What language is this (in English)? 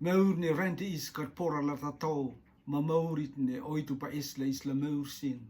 Rotuman